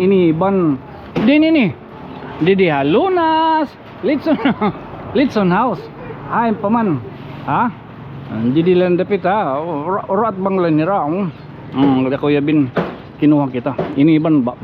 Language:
Waray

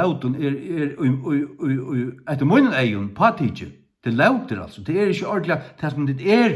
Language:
Faroese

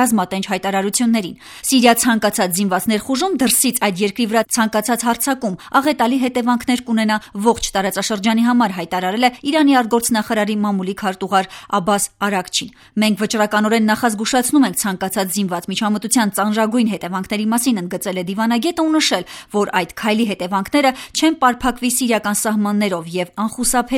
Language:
Armenian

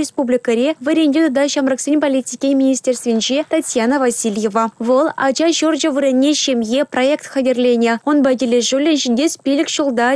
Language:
Chuvash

